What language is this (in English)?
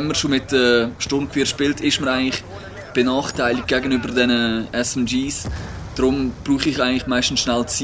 Swiss German